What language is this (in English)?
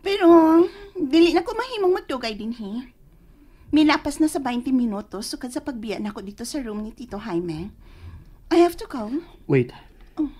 Cebuano